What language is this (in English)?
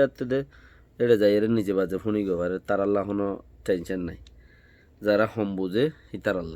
Rohingya